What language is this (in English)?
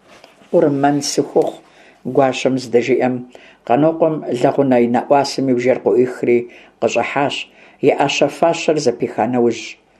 Kabardian